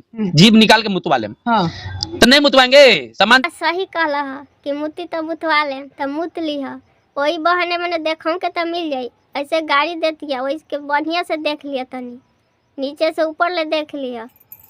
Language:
Bhojpuri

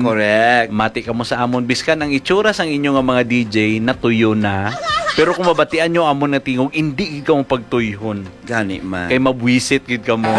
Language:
Hiligaynon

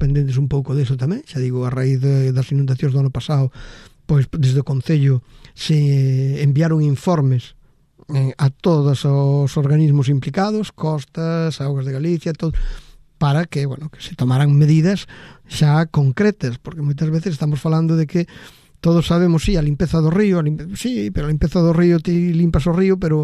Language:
Galician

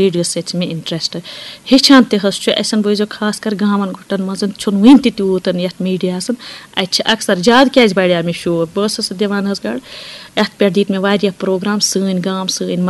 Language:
Kashmiri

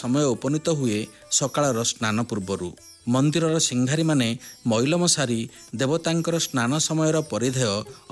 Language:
Odia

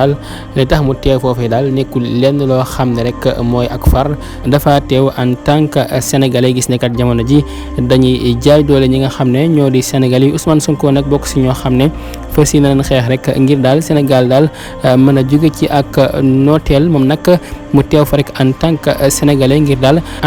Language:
Wolof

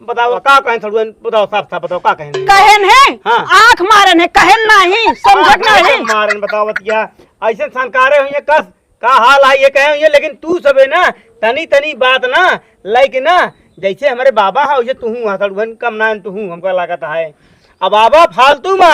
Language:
Awadhi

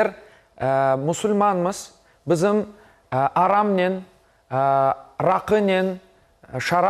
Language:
Crimean Tatar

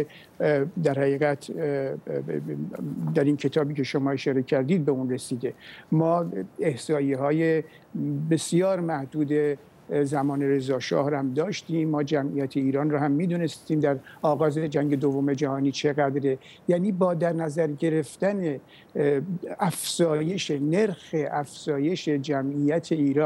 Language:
Persian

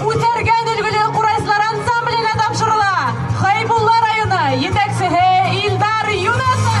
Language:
Bashkir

